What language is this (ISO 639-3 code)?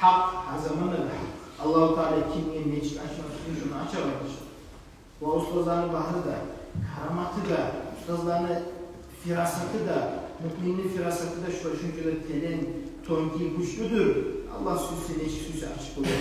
kum